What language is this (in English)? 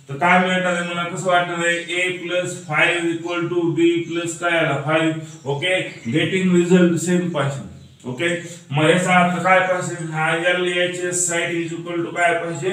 Marathi